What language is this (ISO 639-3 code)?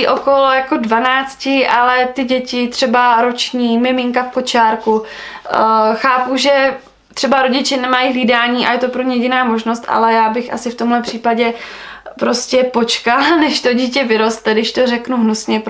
ces